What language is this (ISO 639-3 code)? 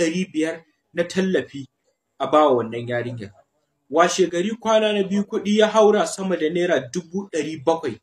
hau